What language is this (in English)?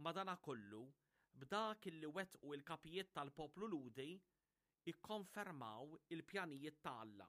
Maltese